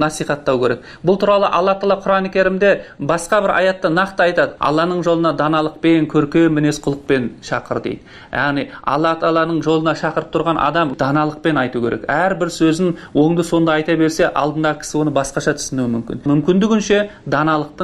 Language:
Kazakh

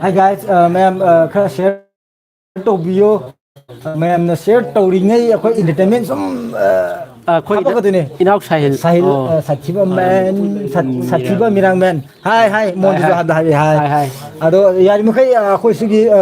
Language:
Manipuri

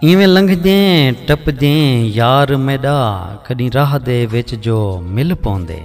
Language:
Saraiki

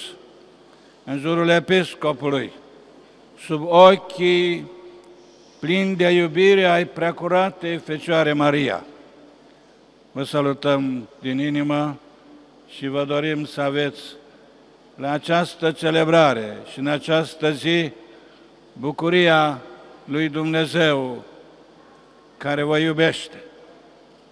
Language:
Romanian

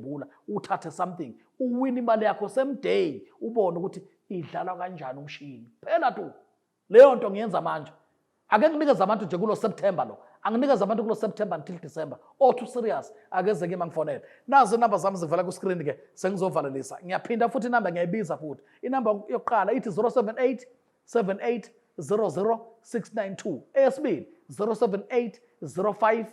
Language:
Zulu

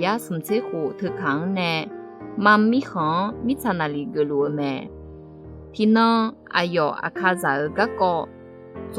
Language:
Akha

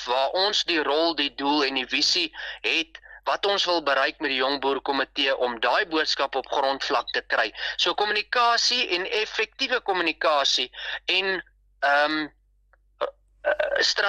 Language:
Afrikaans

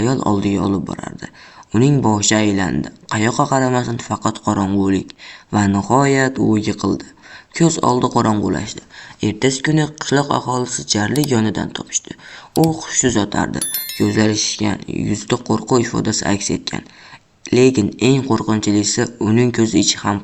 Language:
Uzbek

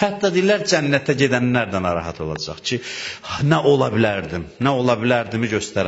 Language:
Azerbaijani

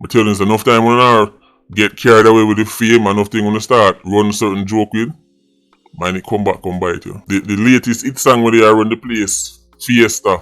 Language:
Jamaican Creole English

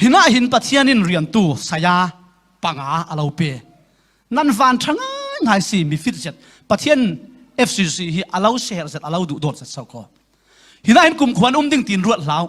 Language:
Falam Chin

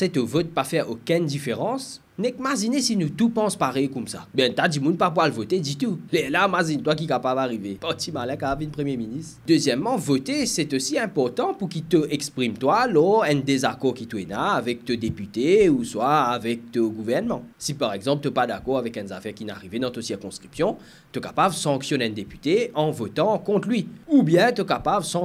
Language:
Morisyen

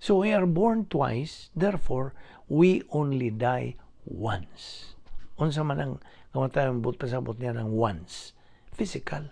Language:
Cebuano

